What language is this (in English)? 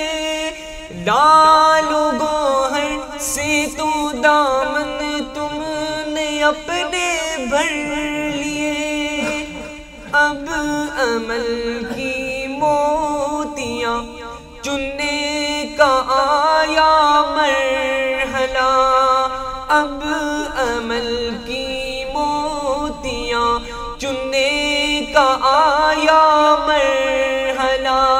Urdu